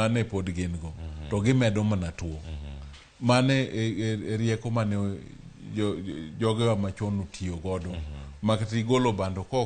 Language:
Luo (Kenya and Tanzania)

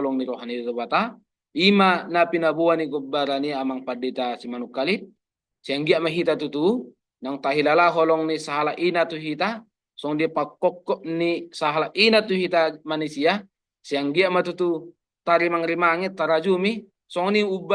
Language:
Batak Toba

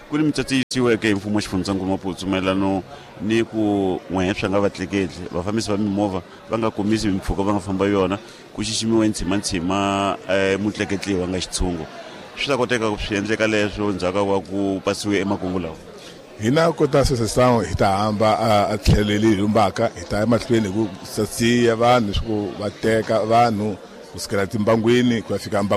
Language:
Tsonga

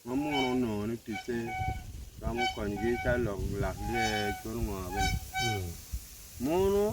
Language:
Acoli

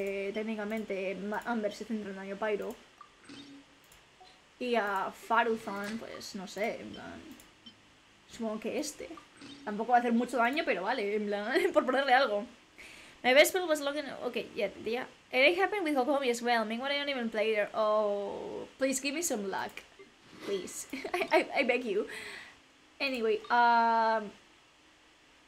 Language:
Spanish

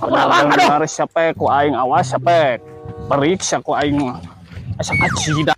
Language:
Sundanese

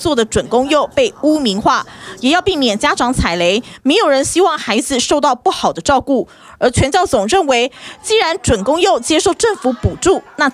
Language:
Chinese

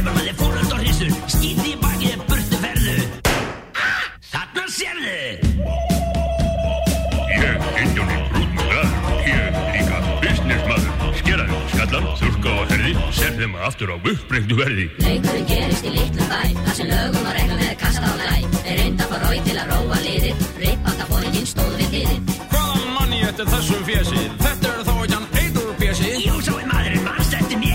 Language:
Icelandic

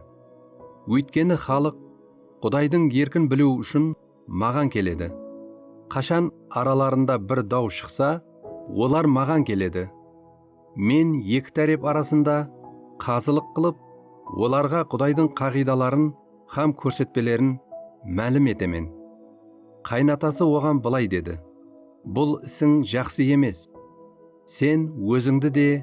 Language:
Kara-Kalpak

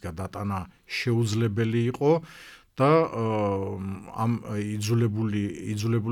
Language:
Georgian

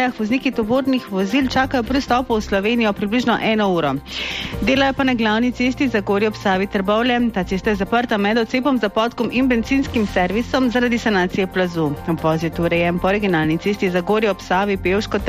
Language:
Slovenian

